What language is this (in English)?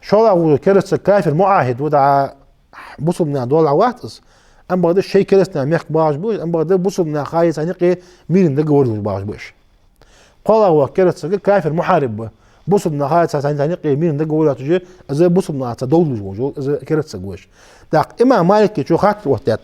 Ingush